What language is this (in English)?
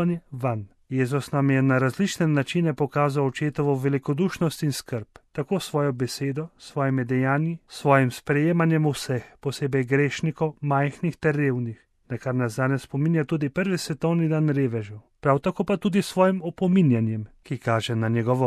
Slovenian